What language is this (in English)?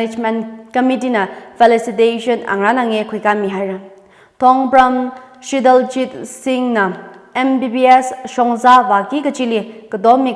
Tangkhul Naga (India)